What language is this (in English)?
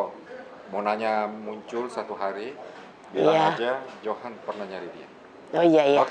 Makassar Malay